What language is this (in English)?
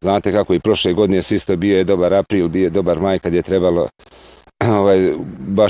Bosnian